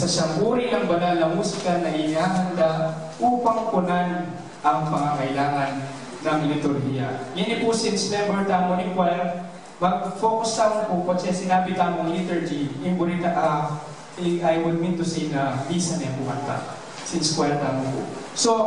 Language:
Pampanga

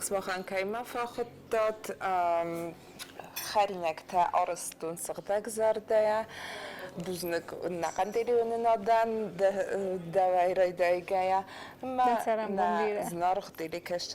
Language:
Ossetic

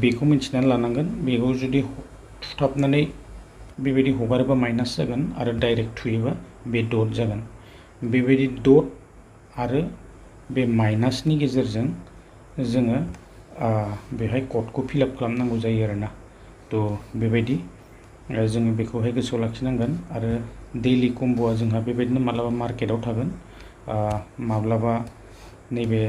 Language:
Bodo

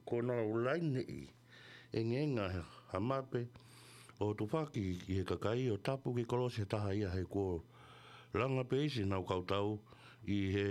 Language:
Tongan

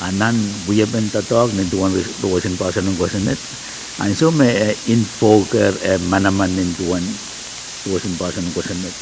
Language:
Pohnpeian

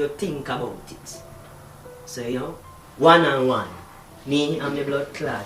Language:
Jamaican Creole English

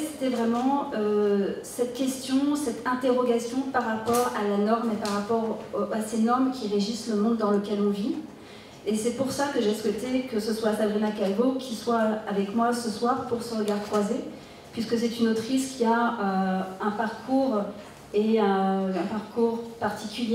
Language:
French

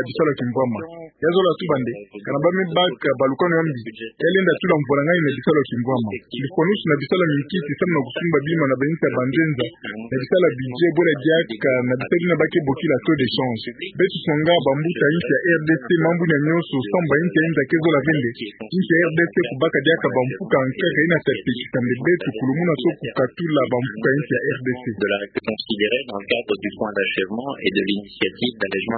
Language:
Kituba (Democratic Republic of Congo)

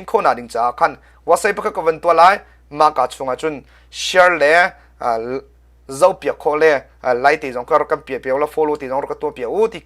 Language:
Hakha Chin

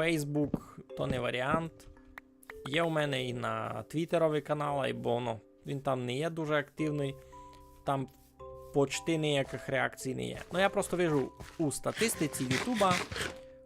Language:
Rusyn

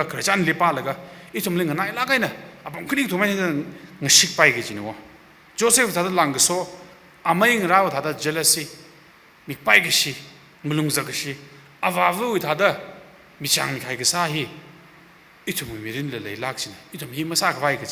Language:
Tangkhul Naga (India)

